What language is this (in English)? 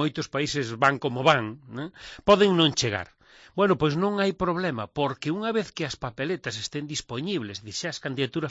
Galician